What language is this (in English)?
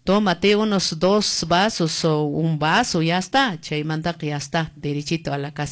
Quechua